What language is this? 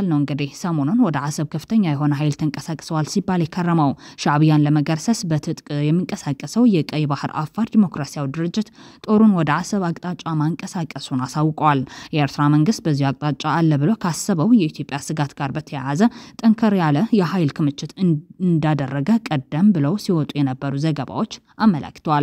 Amharic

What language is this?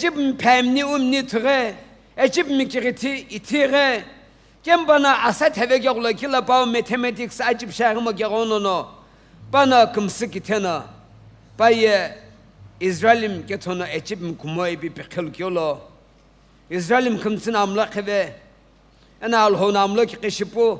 Sumi Naga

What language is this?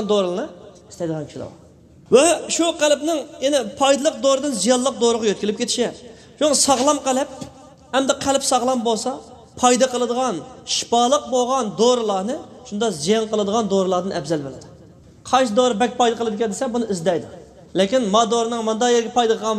Uyghur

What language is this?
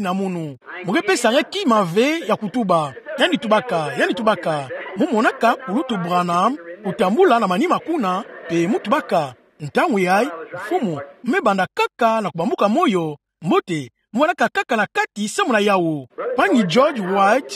Kituba (Democratic Republic of Congo)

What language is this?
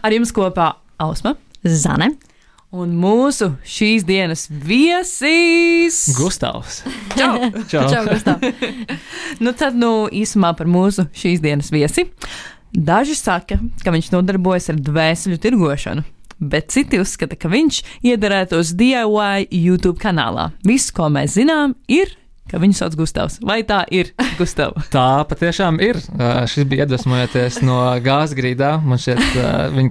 Latvian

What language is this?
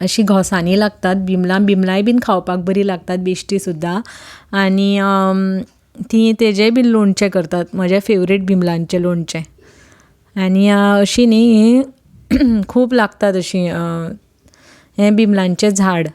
Konkani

